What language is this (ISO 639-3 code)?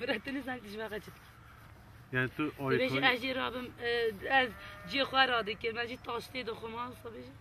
kur